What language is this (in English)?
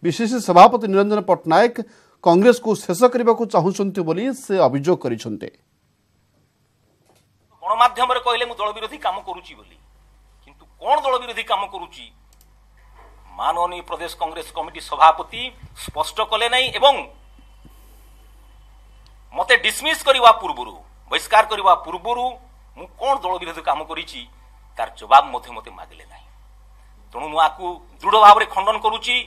Odia